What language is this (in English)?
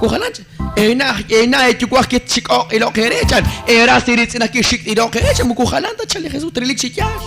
Kekchí